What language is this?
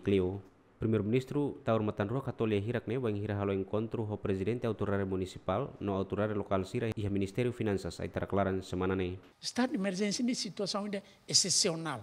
Tetum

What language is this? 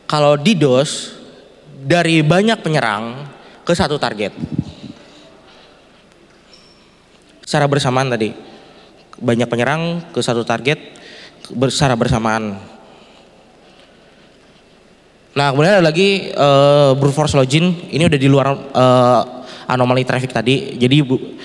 Indonesian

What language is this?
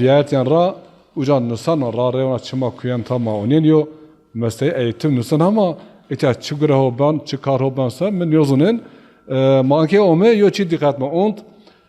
Zaza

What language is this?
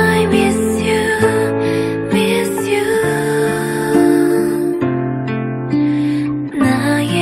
Korean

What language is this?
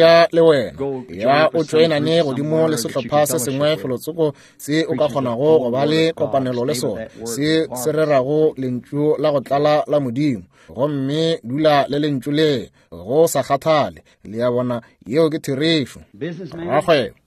Northern Sotho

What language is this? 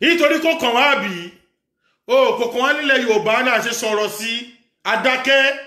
Yoruba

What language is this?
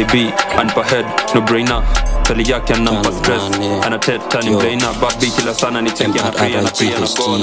Swahili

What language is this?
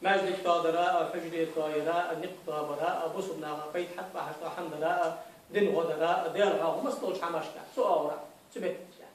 Ingush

